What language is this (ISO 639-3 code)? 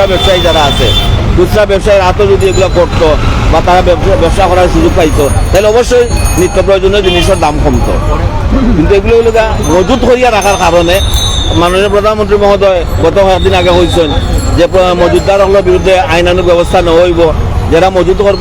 syl